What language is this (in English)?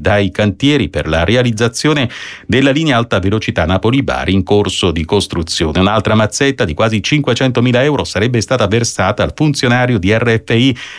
Italian